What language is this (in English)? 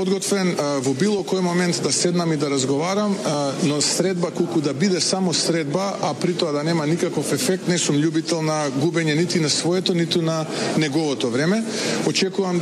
Macedonian